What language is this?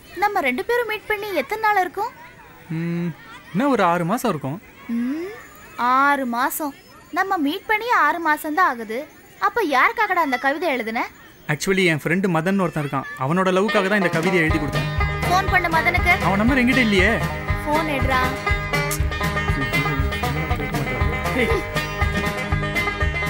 Tamil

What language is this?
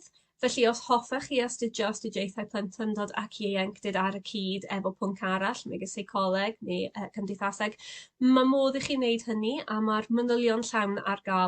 Welsh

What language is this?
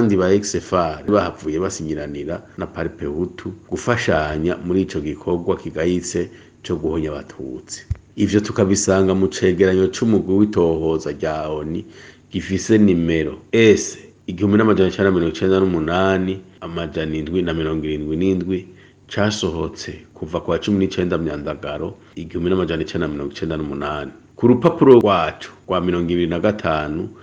Rundi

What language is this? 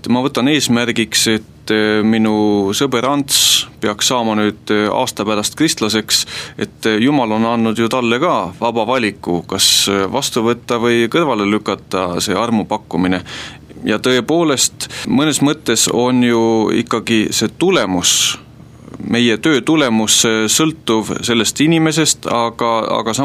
Estonian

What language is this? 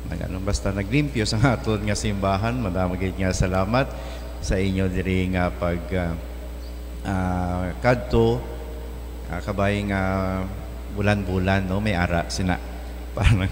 Hiligaynon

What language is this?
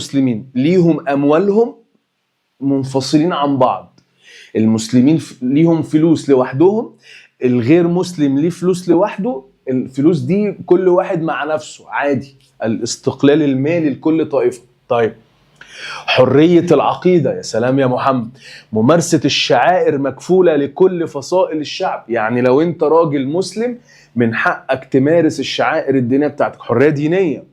Egyptian Arabic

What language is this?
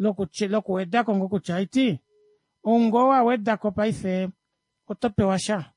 Kuanyama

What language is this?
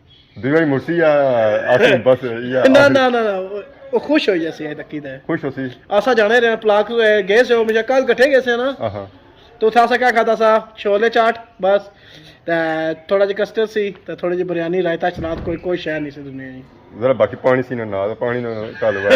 Pahari-Potwari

